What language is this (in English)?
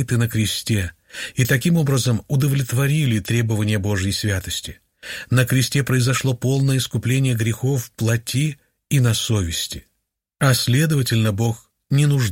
Russian